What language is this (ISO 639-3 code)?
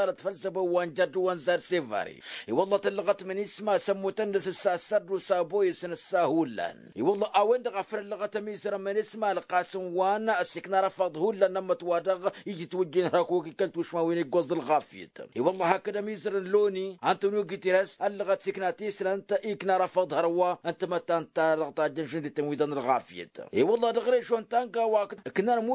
taq